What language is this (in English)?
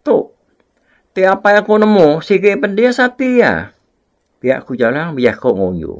Iban